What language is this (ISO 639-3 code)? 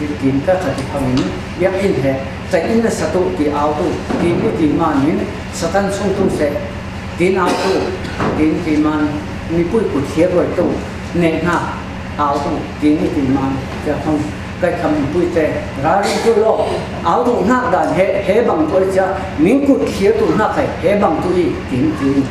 cfm